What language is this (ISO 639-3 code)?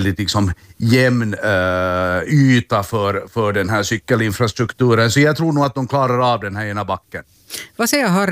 swe